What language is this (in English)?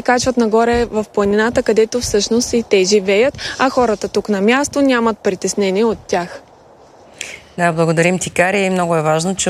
Bulgarian